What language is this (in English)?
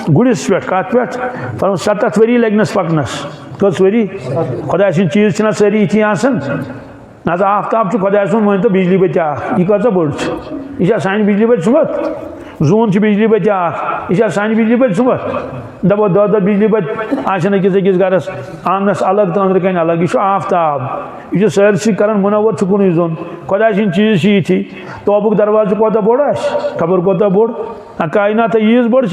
Kashmiri